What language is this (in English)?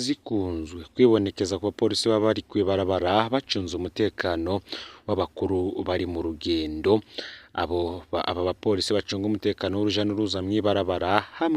Rundi